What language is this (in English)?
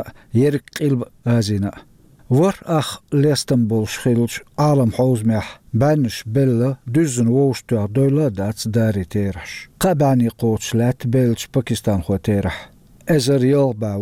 Chechen